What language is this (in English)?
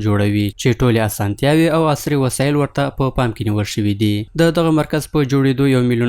Pashto